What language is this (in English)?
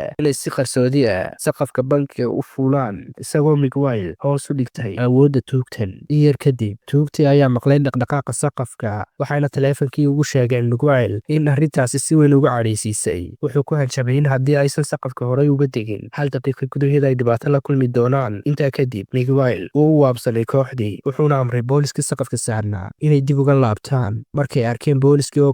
Somali